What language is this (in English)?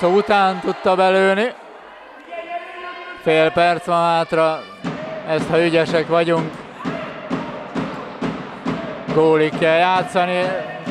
Hungarian